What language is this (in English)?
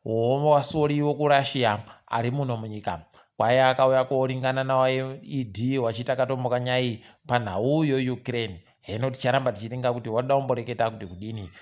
Ndau